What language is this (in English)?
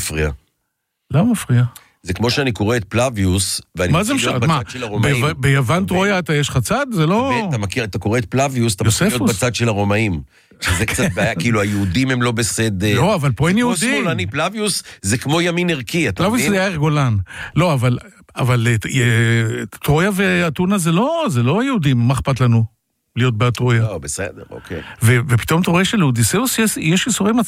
Hebrew